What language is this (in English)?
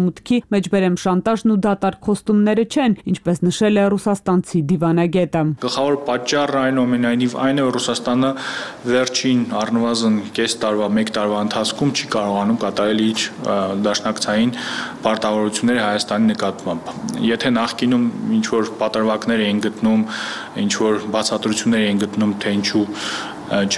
Armenian